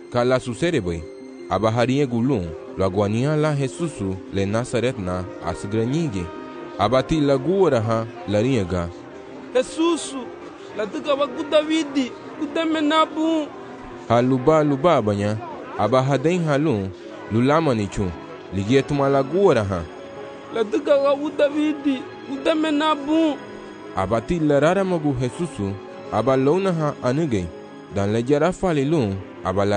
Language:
Garifuna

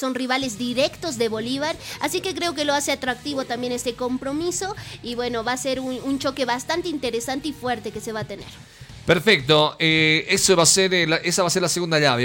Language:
Spanish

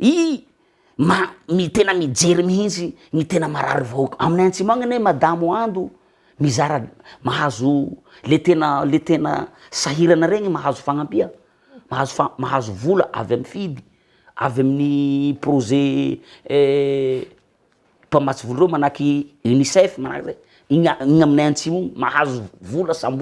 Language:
Malagasy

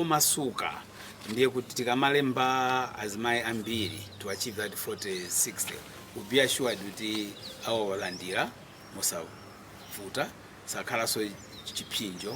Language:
Nyanja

